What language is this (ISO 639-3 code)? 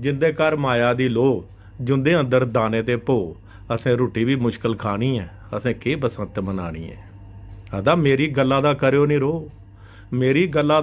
doi